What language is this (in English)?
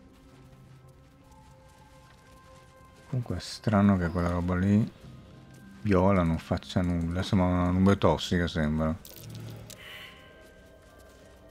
Italian